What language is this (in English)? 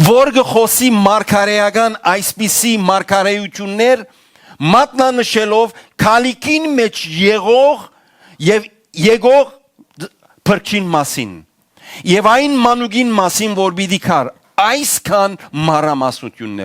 Western Armenian